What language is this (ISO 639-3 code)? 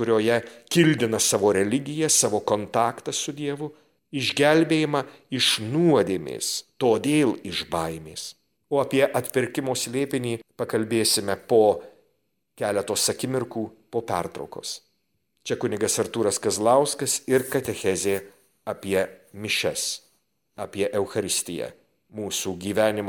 lit